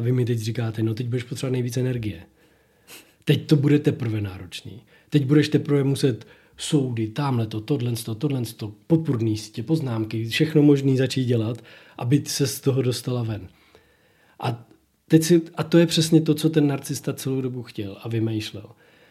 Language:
Czech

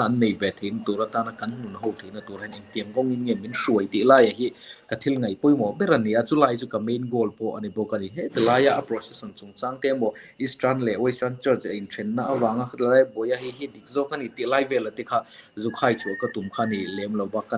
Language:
Mizo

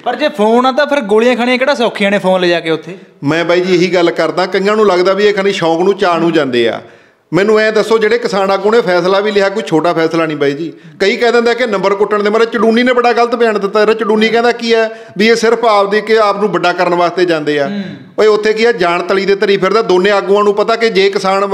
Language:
Punjabi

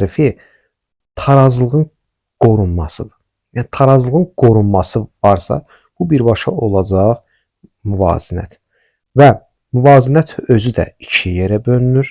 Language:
Azerbaijani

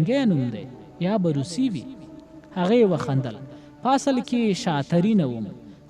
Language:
Pashto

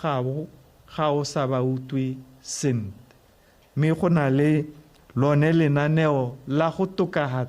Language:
Tswana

